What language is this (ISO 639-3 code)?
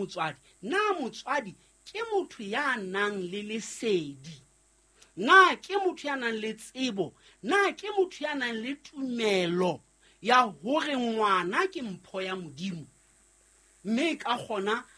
sot